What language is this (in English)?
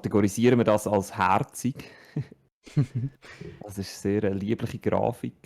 Swiss German